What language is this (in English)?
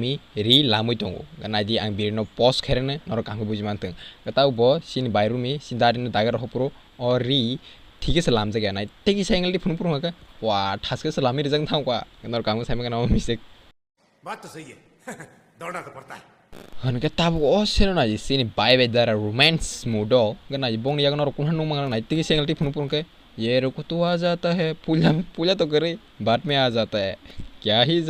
Kok Borok